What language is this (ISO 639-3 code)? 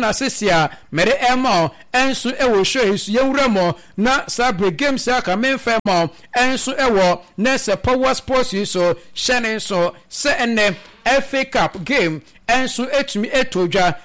aka